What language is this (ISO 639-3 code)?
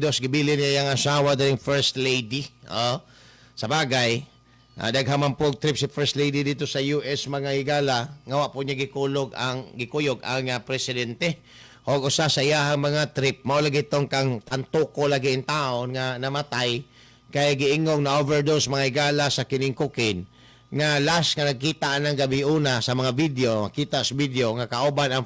ceb